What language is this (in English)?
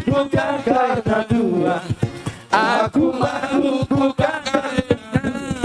Batak Toba